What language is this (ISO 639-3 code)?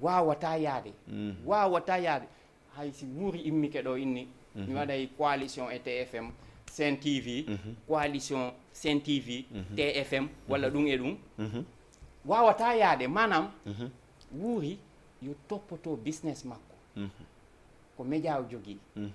ful